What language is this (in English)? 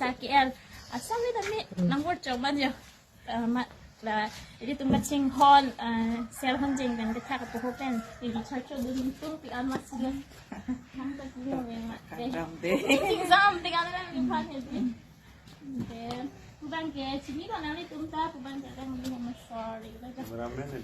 Karbi